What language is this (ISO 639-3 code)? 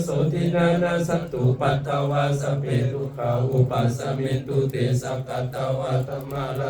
pli